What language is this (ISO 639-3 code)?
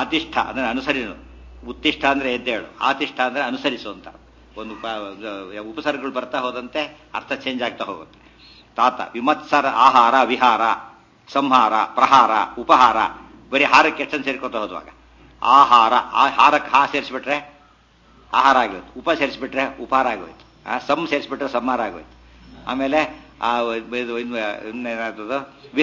kan